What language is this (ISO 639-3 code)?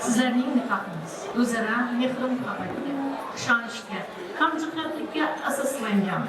kaa